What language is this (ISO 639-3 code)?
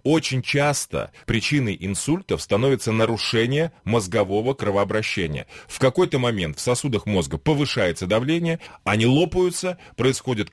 rus